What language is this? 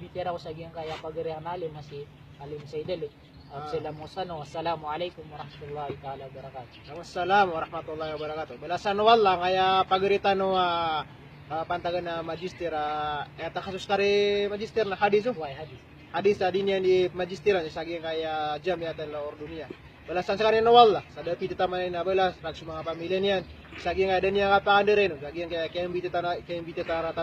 Maranao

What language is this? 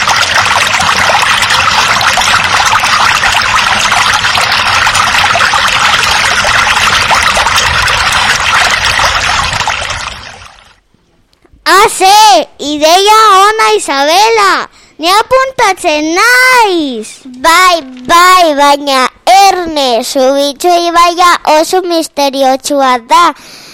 Basque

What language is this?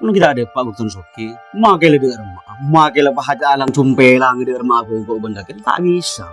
Madurese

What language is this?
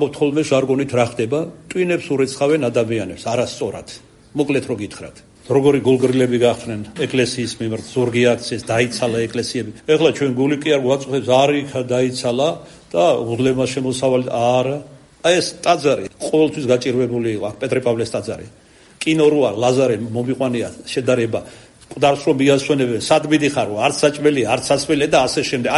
Georgian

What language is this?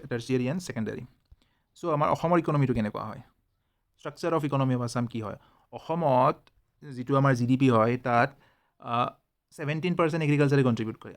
Assamese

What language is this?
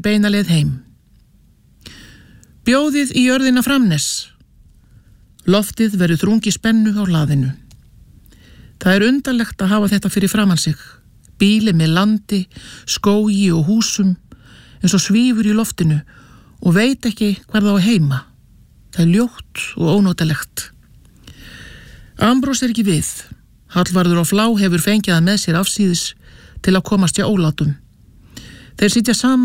Icelandic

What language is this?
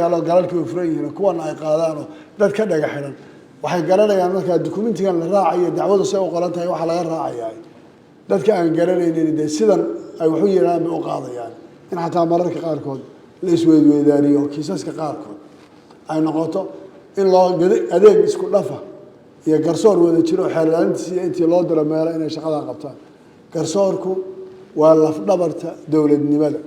Somali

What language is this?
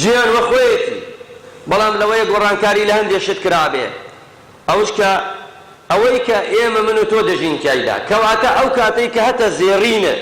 Central Kurdish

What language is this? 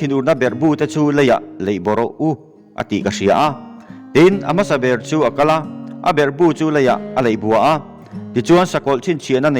Mizo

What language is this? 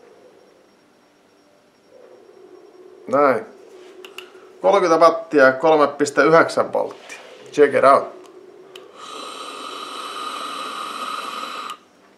Finnish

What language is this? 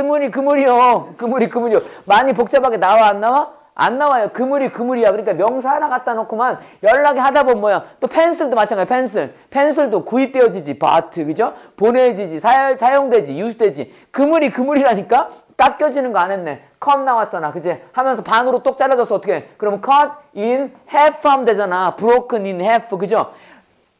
Korean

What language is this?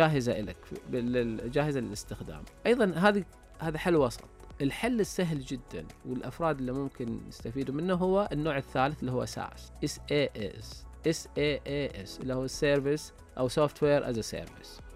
Najdi Arabic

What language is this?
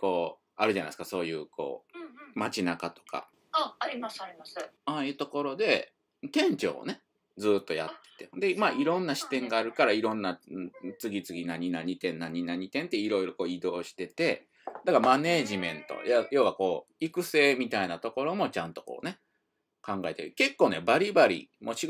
Japanese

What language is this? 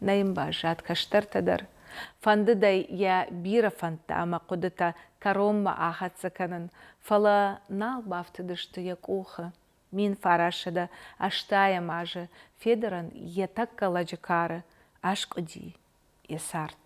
Ossetic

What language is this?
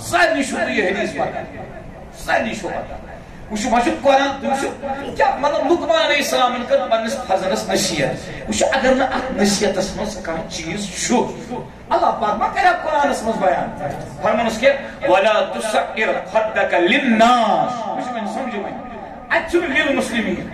Kashmiri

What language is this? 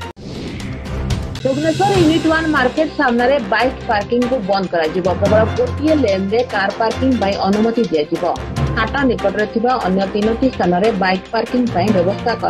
Odia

